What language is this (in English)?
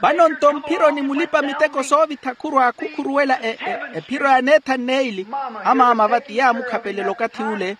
Makhuwa